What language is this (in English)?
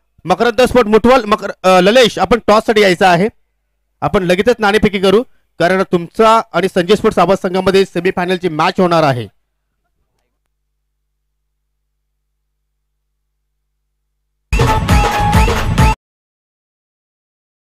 Marathi